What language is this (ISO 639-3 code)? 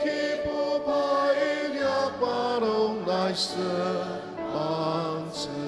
njo